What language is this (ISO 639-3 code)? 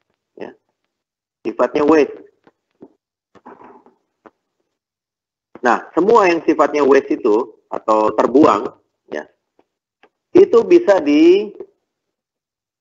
ind